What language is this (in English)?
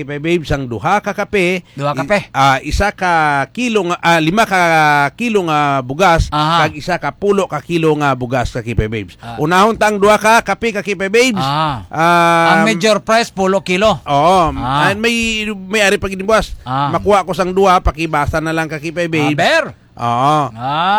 Hiligaynon